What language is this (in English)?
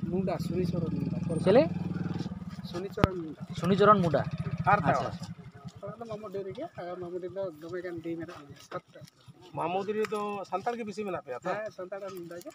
Santali